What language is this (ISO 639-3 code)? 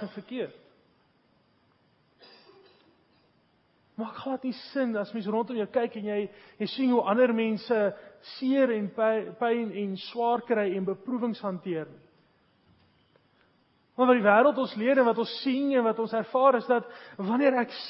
afr